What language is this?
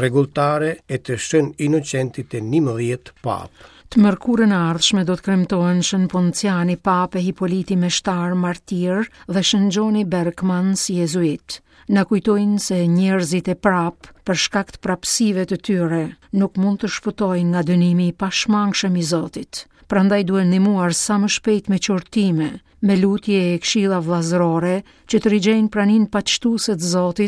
Albanian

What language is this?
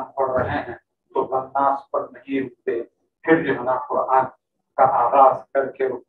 Urdu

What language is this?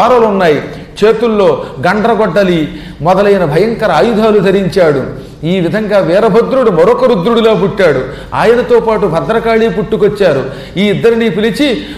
Telugu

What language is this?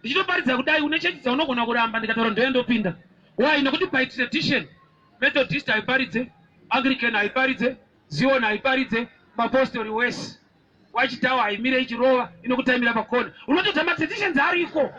Shona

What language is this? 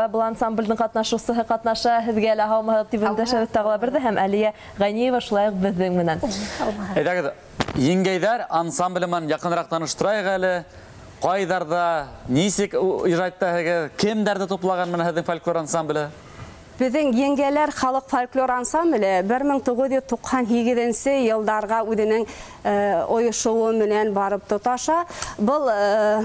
Bashkir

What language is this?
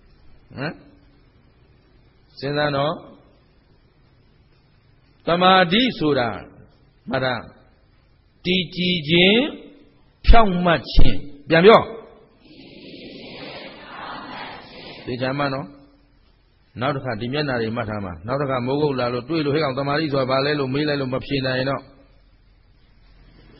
Burmese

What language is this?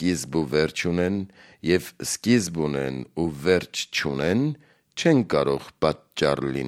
Armenian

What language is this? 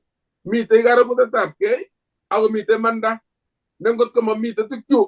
Kalenjin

